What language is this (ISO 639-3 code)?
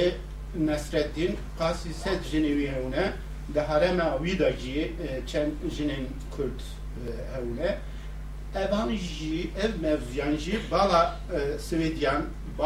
kur